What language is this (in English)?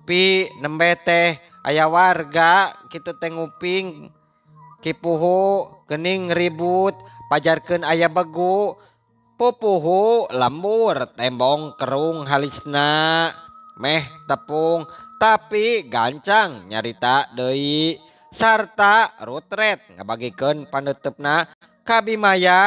Sundanese